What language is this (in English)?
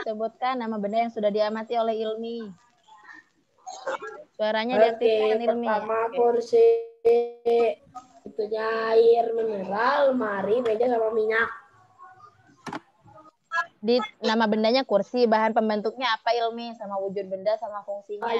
Indonesian